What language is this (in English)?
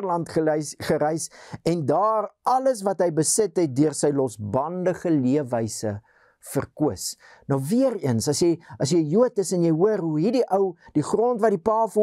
Afrikaans